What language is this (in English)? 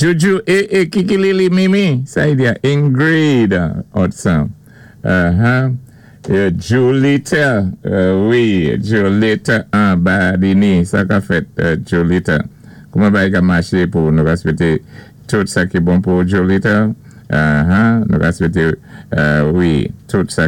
Saint Lucian Creole French